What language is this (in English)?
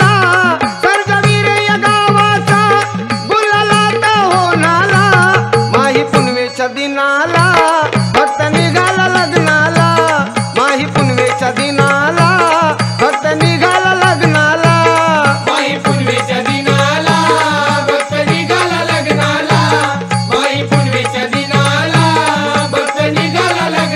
Marathi